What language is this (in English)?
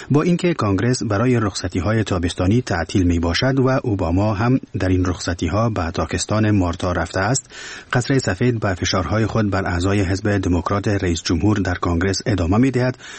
Persian